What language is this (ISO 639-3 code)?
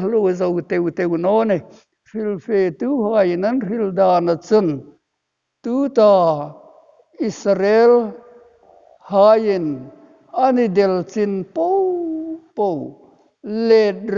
hmr